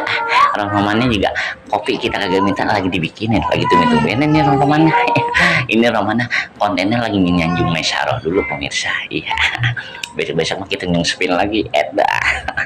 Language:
Betawi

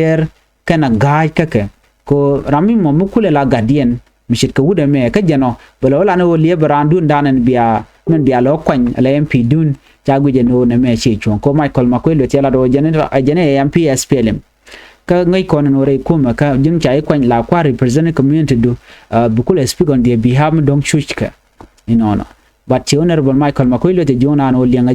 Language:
Nuer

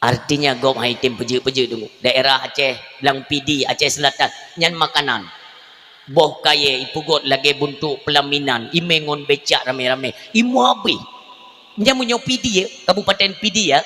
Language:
Achinese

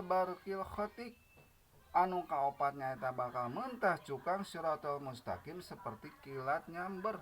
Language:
Sundanese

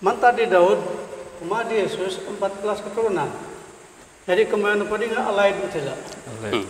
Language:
Central Dusun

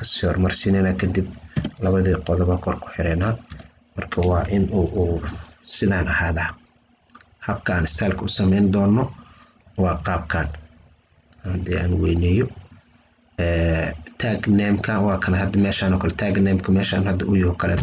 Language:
Somali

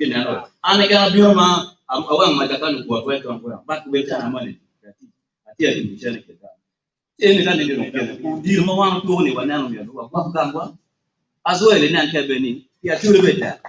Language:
Acoli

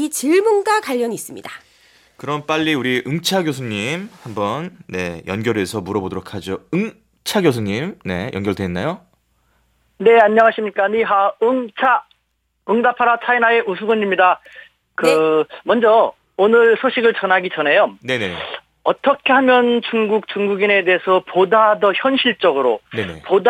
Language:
Korean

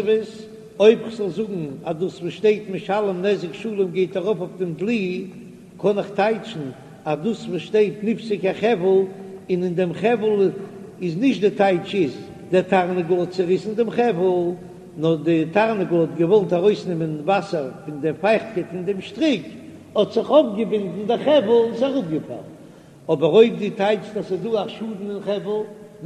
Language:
Yiddish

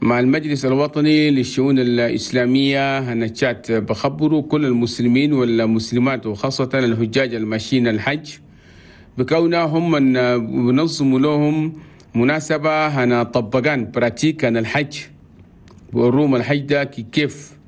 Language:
Chadian Arabic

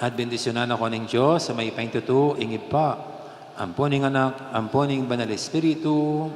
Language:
Pampanga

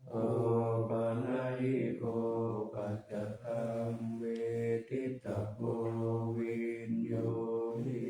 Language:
Pali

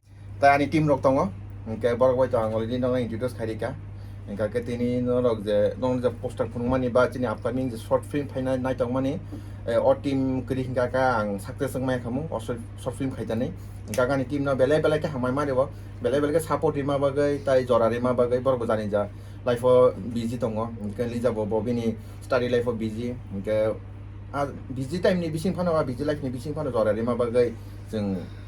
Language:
Kok Borok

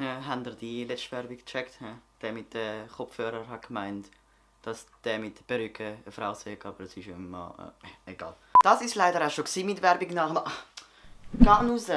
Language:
Swiss German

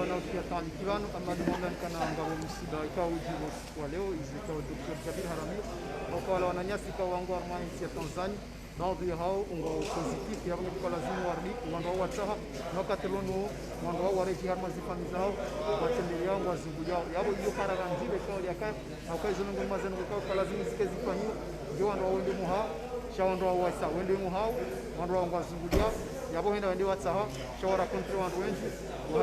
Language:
Ngazidja Comorian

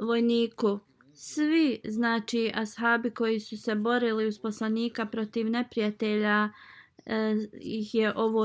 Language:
Bosnian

